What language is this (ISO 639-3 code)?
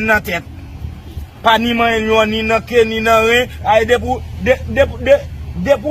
hat